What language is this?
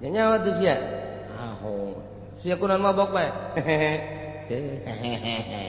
Sundanese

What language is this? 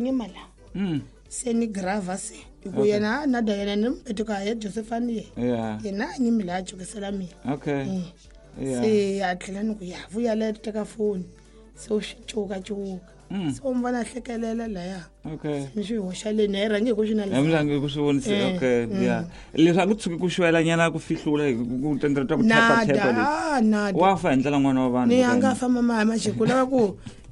Tsonga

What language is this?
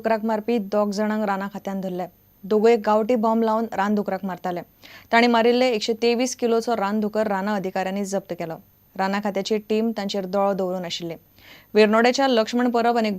Konkani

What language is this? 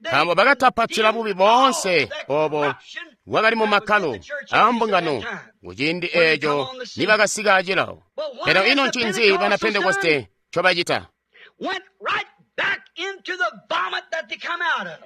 Tonga (Zambia)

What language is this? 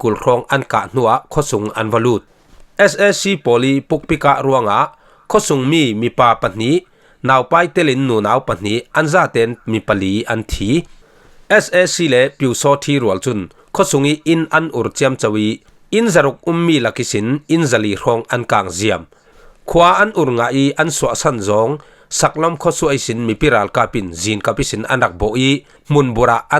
Falam Chin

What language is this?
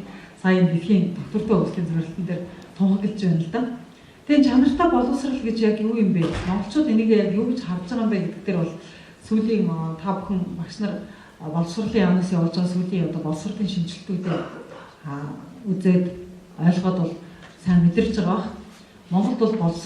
Mongolian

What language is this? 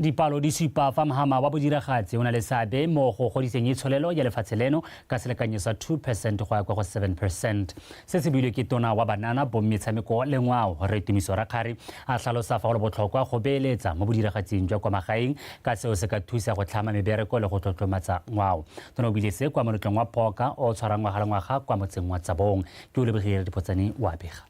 Tswana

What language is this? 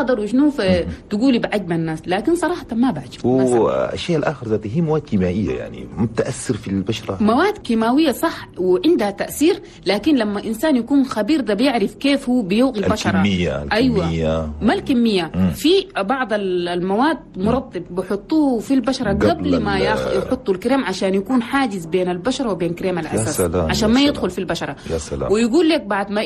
Chadian Arabic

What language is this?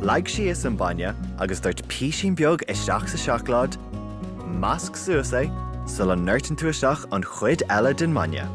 Irish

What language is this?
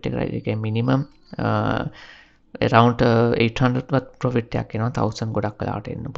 Sinhala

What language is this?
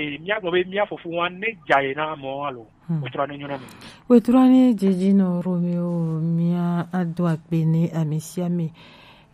Gen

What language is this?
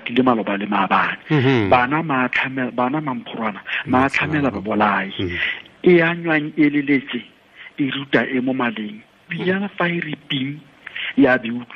Tswana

